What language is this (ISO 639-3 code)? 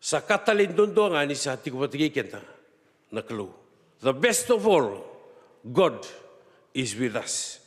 fij